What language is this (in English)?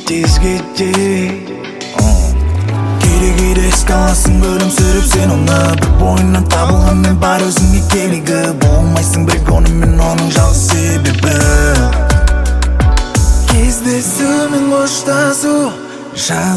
Kazakh